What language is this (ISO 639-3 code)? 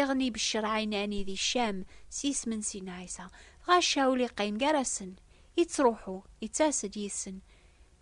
kab